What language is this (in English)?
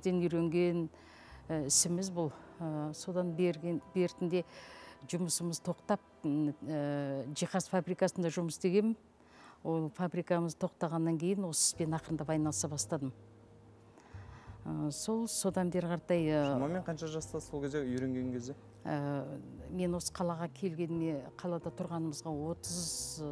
Kazakh